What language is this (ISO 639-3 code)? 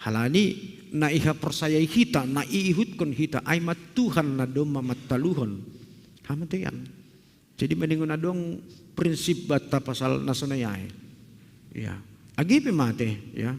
bts